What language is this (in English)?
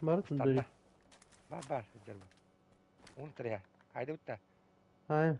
Yakut